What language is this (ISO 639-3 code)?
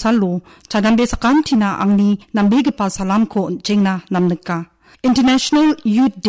grt